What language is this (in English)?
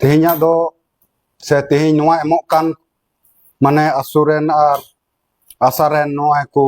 Santali